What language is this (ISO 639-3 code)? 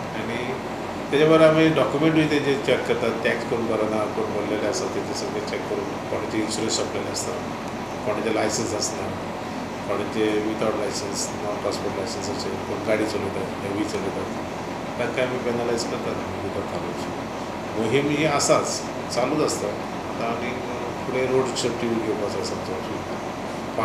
kok